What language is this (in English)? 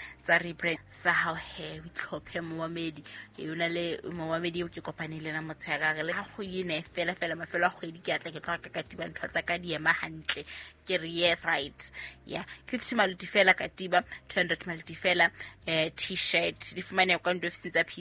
Southern Sotho